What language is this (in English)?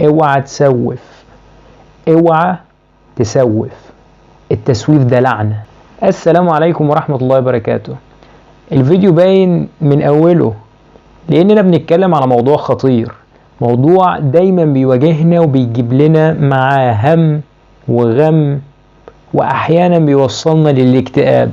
Egyptian Arabic